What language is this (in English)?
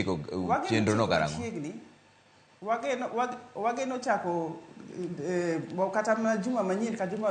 Luo (Kenya and Tanzania)